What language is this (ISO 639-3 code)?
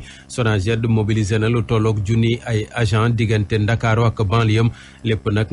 wol